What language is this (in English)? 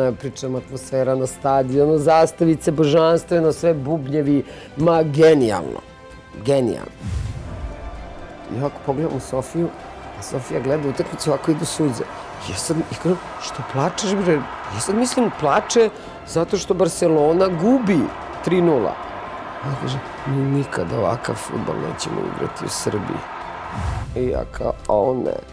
Serbian